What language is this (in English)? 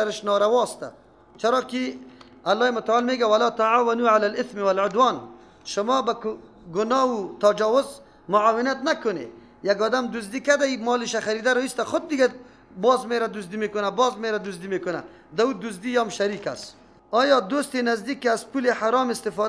Persian